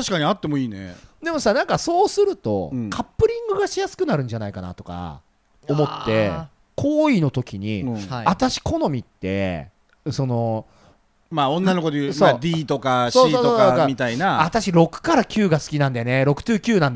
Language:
Japanese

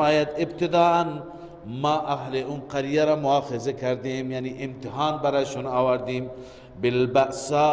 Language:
Persian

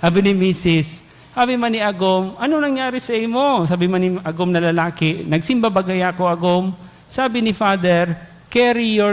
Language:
Bikol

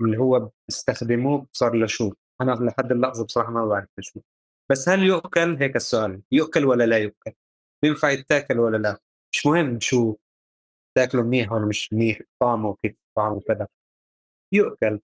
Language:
North Levantine Arabic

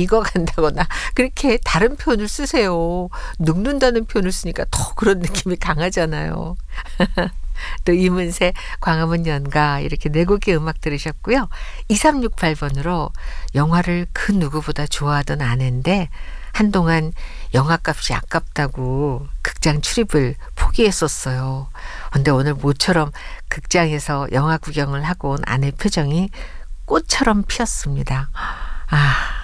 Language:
Korean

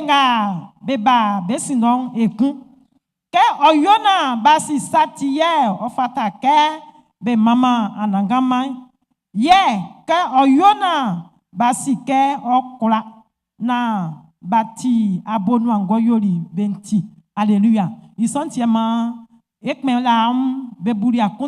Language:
Baoulé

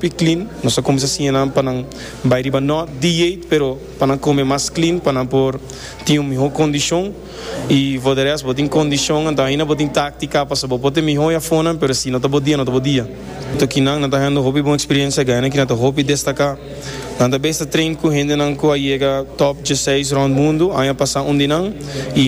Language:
Papiamento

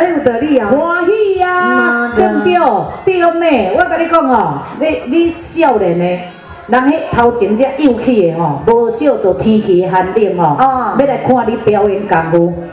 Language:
Min Nan Chinese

